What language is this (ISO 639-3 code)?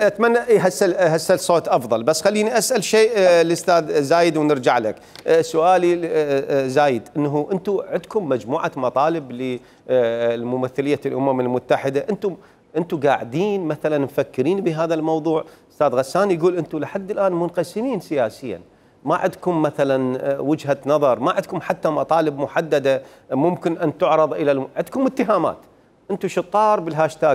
acm